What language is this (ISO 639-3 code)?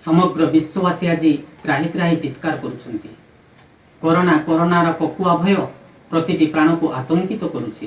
ori